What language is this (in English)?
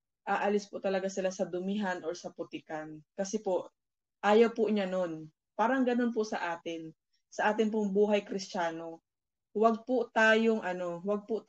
Filipino